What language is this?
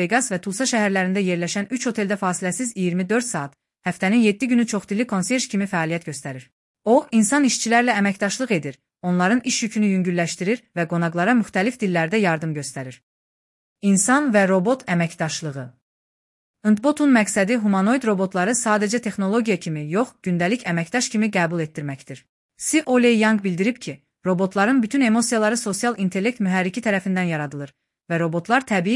Azerbaijani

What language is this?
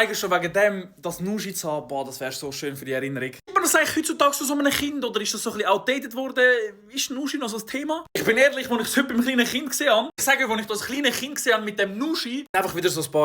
Swiss German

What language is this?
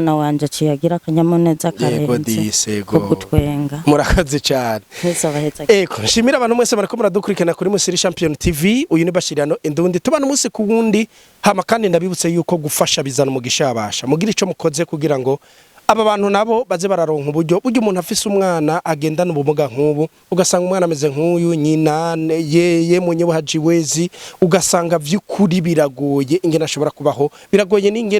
Rundi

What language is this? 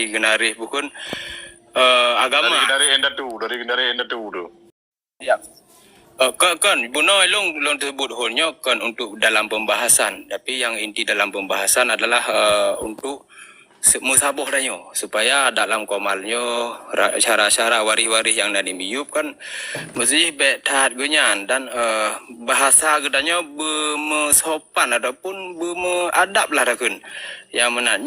Achinese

